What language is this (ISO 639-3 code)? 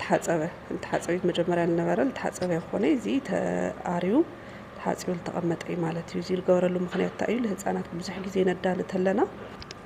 tir